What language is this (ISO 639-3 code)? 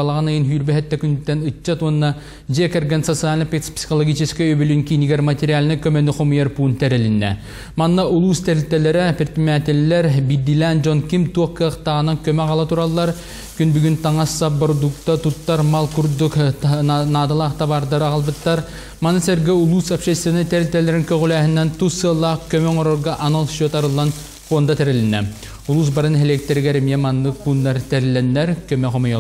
sah